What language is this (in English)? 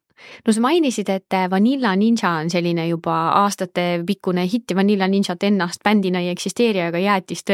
Estonian